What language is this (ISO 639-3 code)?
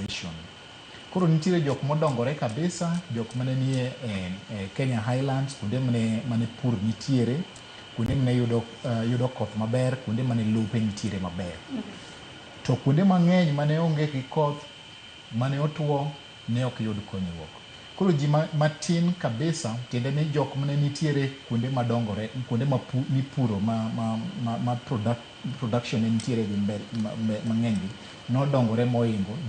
luo